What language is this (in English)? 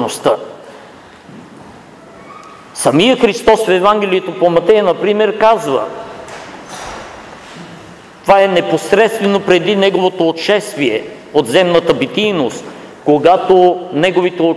Bulgarian